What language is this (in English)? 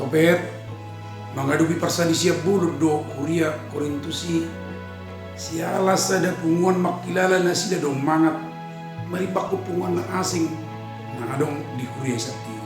Batak Toba